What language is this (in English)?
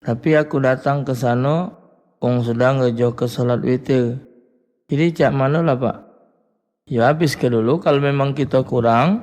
Musi